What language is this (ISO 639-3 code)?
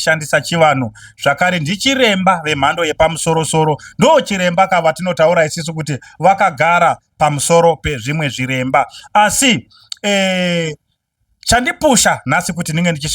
sna